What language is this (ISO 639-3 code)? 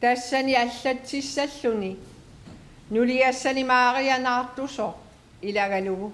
kal